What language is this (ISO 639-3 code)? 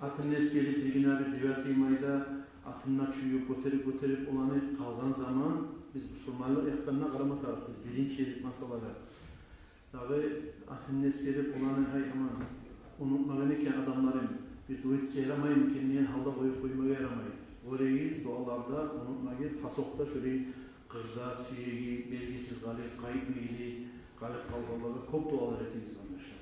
kum